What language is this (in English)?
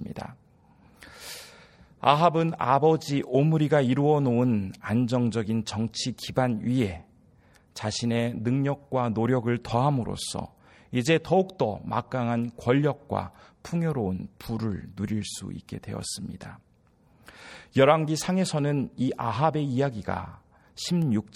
Korean